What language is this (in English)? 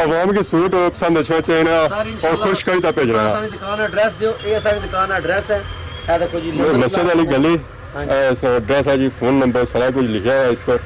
Pahari-Potwari